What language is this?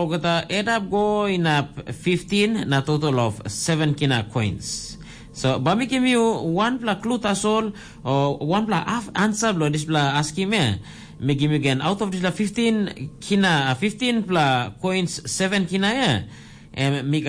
Tok Pisin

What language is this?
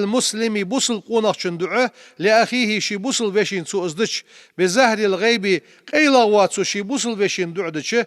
Ingush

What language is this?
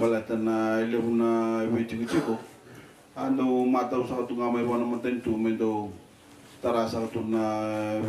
Fijian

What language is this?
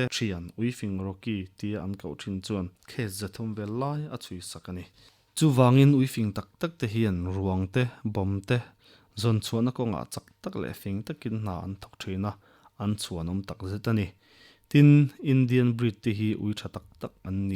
Mizo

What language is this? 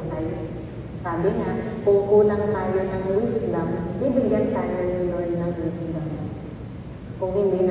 Filipino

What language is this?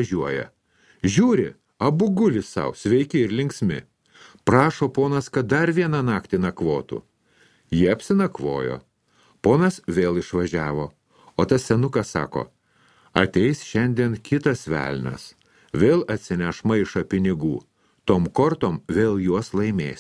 Lithuanian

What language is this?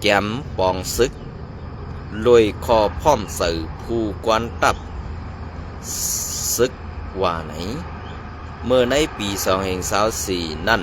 Shan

